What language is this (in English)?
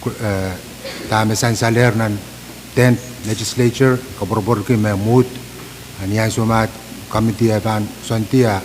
Pohnpeian